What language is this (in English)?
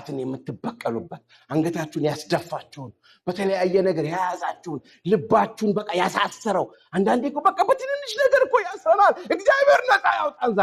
Amharic